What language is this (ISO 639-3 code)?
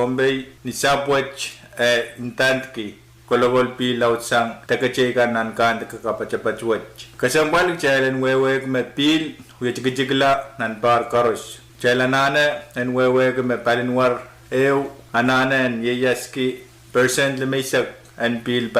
pon